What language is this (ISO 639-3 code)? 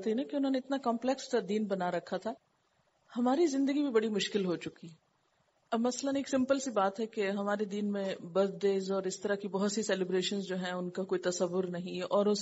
urd